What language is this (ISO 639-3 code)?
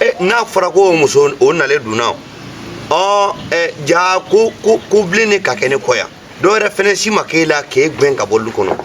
bam